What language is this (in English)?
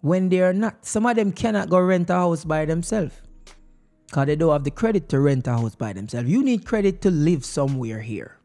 Jamaican Creole English